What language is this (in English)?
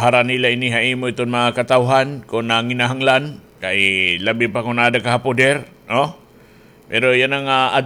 Waray